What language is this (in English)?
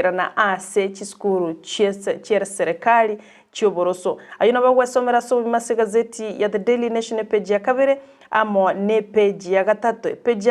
Gusii